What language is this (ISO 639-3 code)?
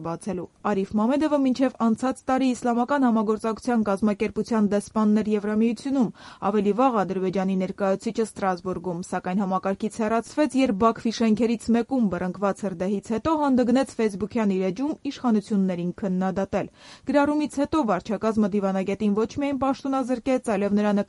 hye